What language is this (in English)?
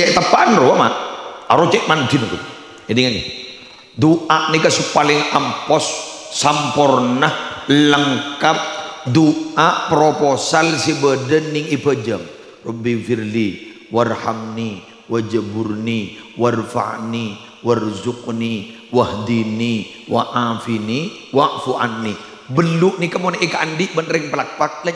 Madurese